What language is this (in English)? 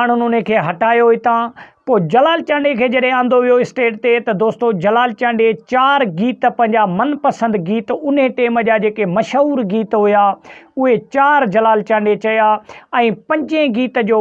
Sindhi